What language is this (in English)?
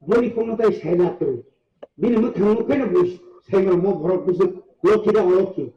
Kok Borok